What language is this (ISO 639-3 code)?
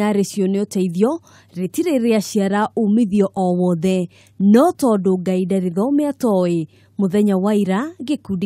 kik